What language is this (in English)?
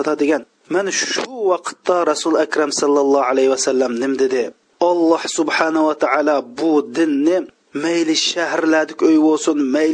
Uyghur